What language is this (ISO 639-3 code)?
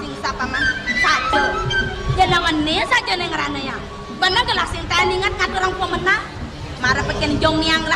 ban